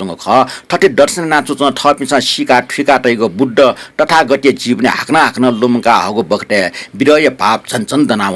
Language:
Newari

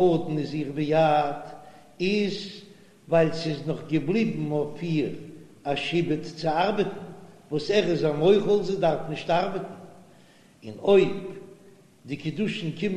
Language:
Yiddish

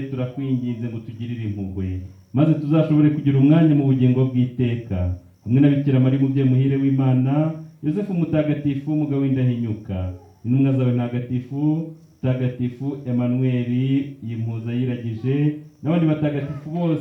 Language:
Kinyarwanda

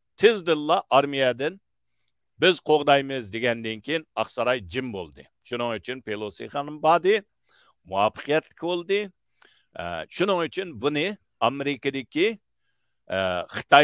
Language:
Uyghur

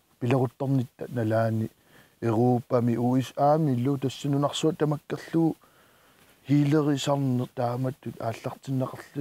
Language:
Kalaallisut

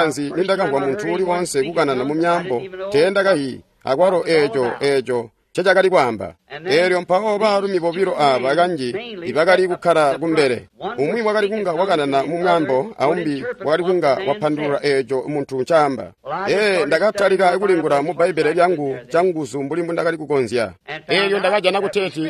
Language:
Tonga (Zambia)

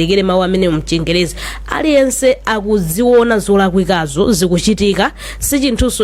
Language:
Nyanja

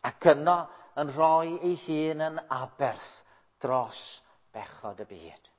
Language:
Welsh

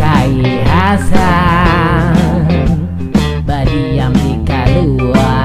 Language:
Banjar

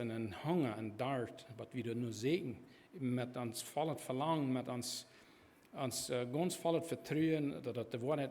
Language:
Plautdietsch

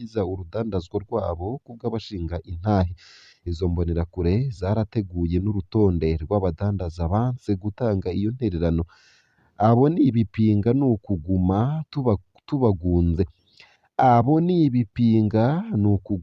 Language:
Rundi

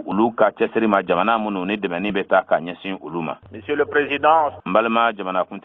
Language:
Bambara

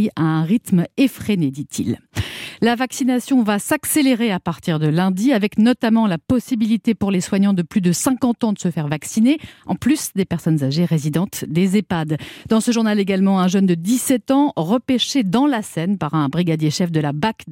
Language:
French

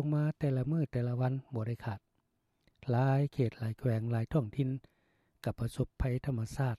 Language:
Lao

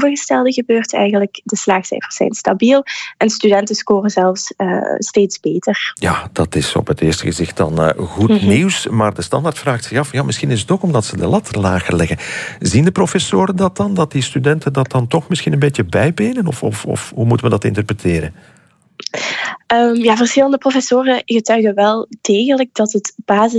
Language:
Dutch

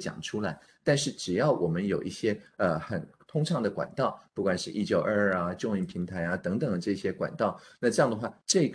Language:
Chinese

